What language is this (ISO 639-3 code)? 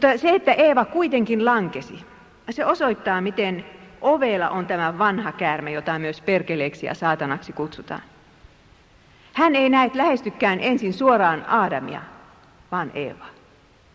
fin